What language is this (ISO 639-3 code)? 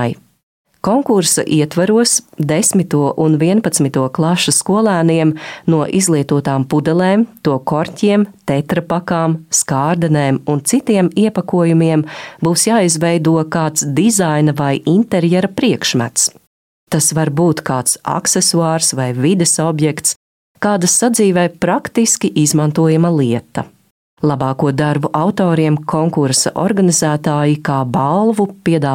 lav